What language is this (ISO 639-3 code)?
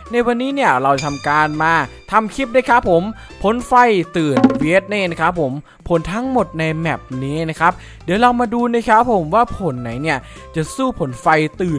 tha